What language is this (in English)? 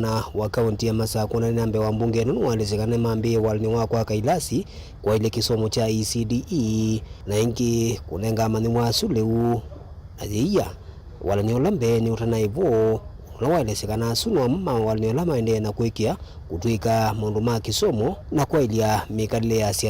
Kamba